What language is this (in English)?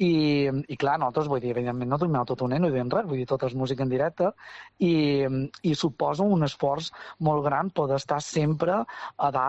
Catalan